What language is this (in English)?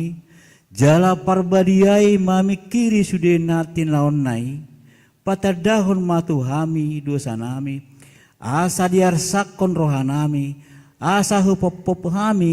Batak Toba